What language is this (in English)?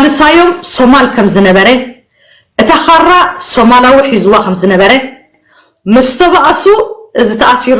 Tigrinya